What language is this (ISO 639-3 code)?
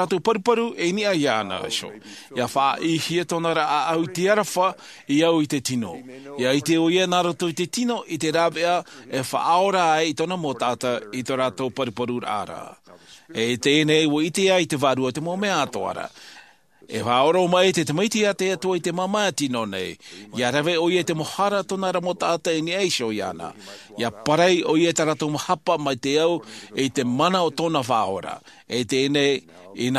tah